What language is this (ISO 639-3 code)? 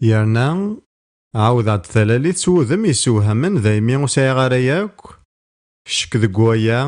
kab